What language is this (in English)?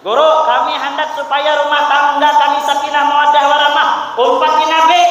Banjar